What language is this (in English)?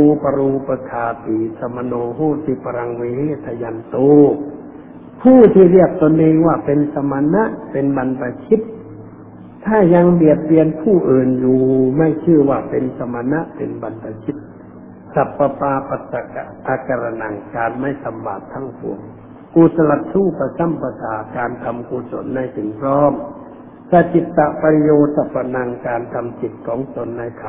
Thai